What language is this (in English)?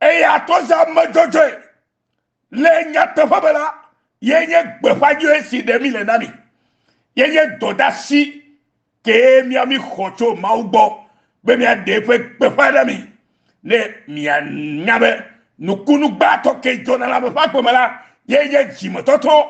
Ewe